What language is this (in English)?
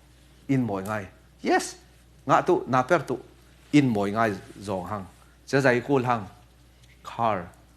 Falam Chin